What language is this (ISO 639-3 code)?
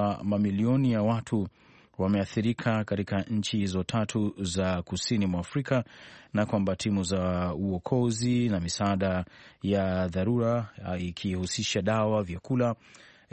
swa